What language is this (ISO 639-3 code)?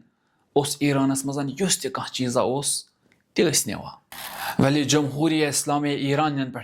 kas